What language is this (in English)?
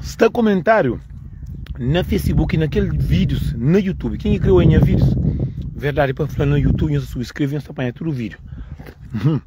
Kabuverdianu